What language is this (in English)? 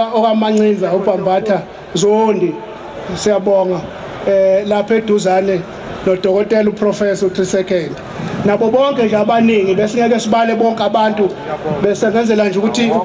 Zulu